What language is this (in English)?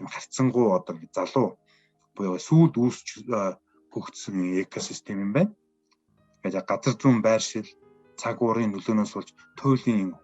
Mongolian